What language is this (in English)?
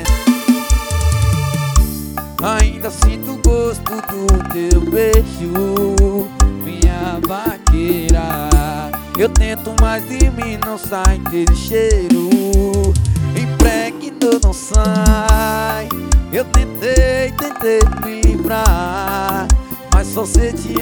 Portuguese